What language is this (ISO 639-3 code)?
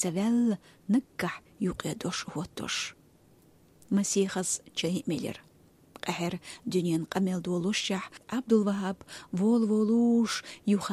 che